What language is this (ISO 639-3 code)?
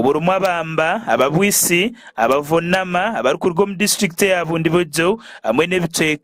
nyn